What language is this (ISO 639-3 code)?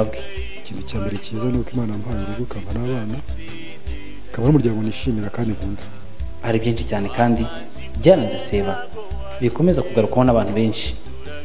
kin